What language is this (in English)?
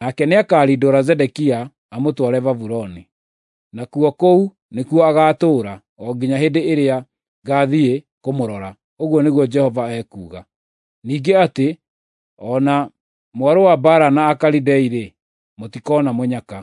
Kikuyu